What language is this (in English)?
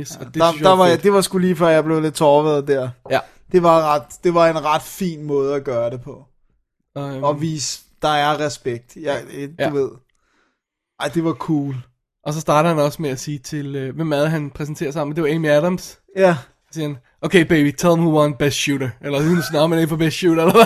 Danish